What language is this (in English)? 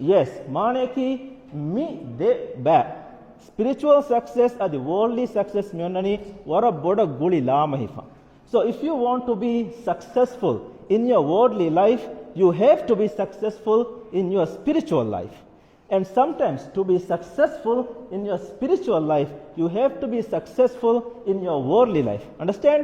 Divehi